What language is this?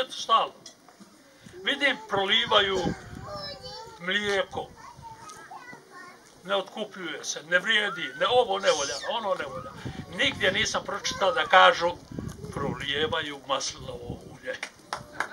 Croatian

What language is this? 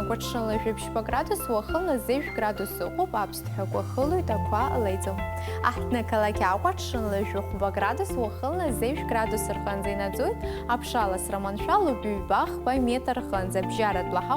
Abkhazian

